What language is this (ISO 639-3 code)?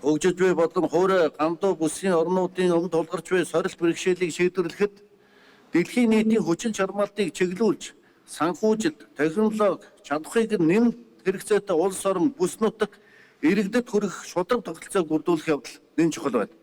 mon